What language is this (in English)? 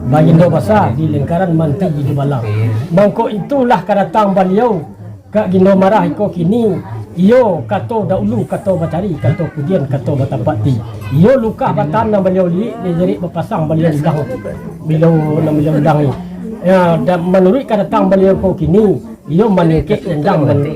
Minangkabau